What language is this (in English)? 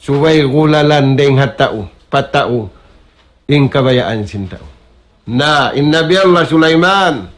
Tausug